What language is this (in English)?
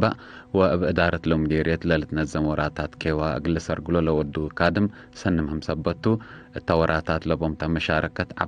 Tigre